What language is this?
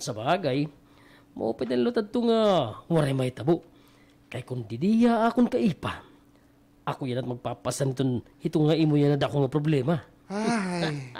Waray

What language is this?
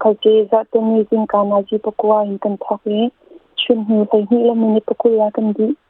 Hakha Chin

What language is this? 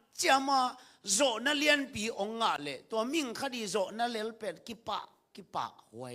Tedim Chin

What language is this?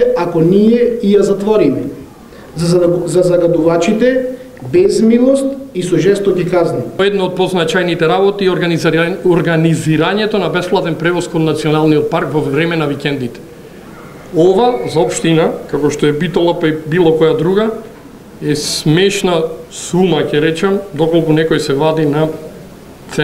Macedonian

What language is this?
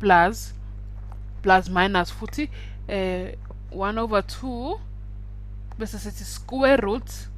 Zulu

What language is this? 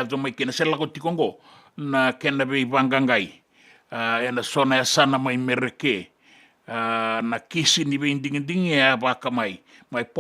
Fijian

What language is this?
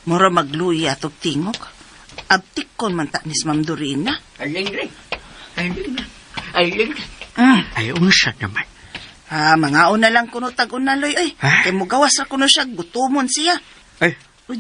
Cebuano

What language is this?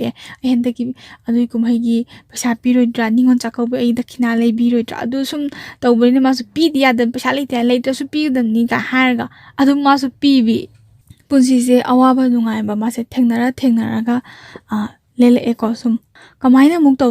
Manipuri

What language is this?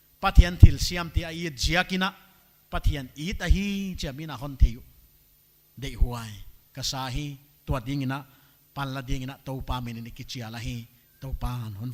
Paite Chin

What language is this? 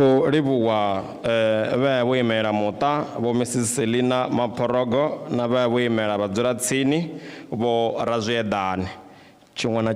Venda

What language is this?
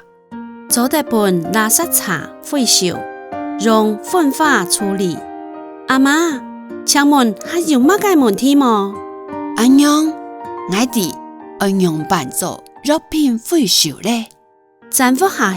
Hakka Chinese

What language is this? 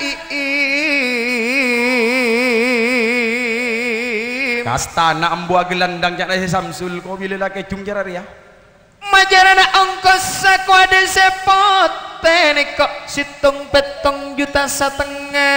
Madurese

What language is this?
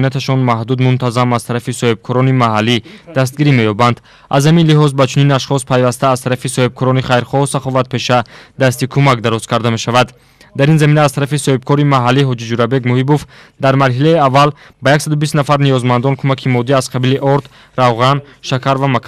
Tajik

